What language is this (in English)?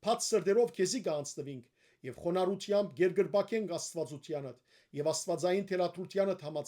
Western Armenian